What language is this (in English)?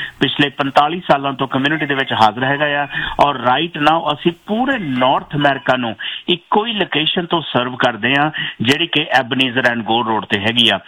Punjabi